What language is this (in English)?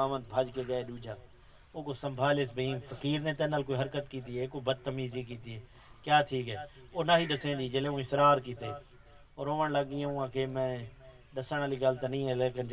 Saraiki